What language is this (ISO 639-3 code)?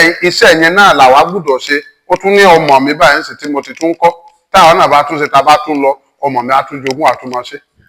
yor